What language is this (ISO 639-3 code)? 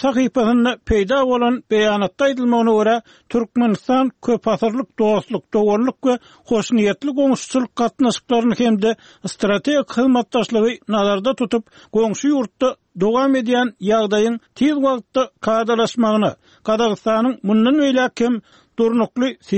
tuk